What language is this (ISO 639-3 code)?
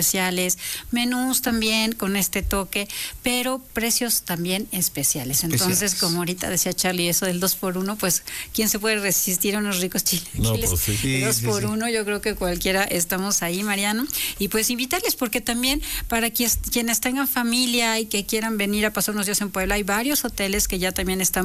spa